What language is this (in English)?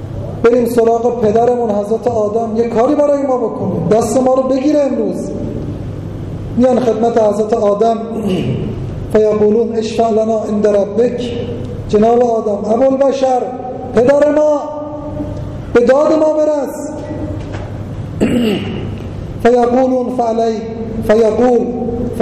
Persian